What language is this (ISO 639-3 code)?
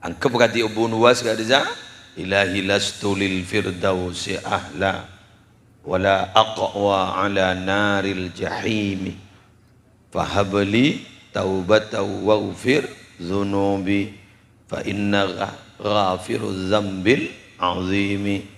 mad